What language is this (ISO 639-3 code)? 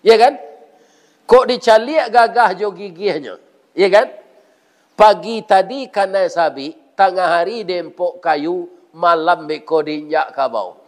min